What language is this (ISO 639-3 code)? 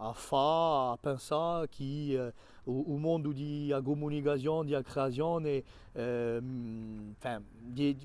cos